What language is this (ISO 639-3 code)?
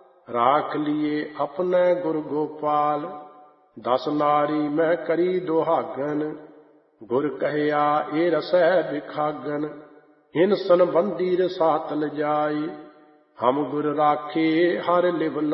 pan